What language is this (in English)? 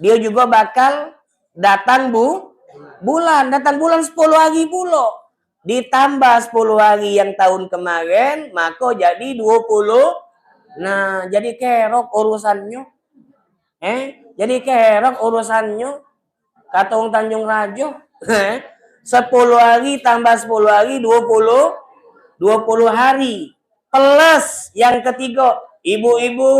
Musi